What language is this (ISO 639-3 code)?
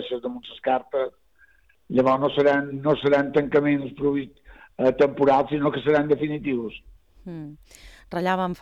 cat